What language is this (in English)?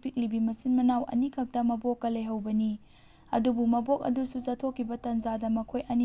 Manipuri